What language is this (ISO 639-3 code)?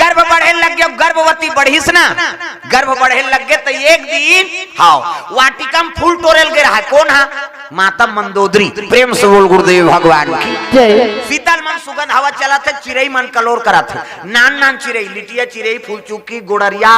hne